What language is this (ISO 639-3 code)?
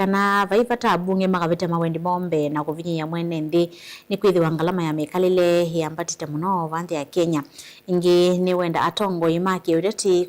kam